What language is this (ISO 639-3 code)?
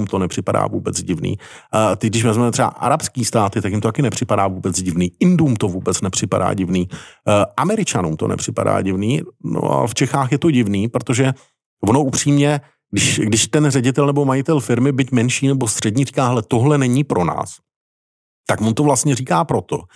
ces